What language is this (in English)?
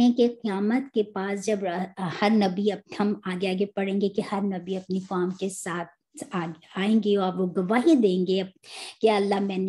Urdu